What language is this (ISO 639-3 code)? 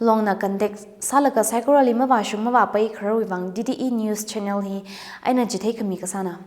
nmf